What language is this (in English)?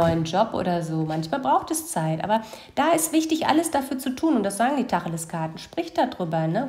German